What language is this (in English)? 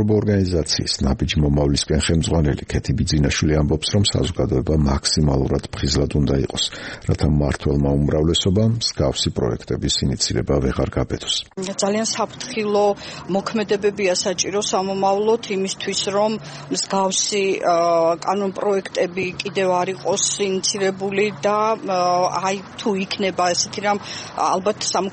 Georgian